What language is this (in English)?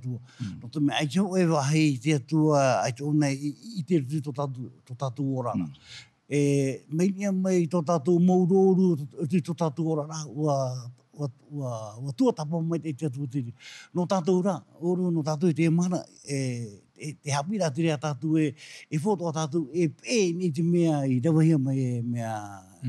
Tahitian